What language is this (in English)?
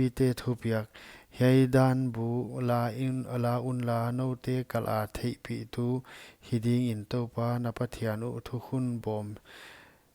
Paite Chin